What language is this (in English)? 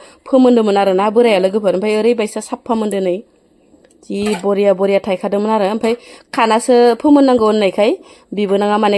Bodo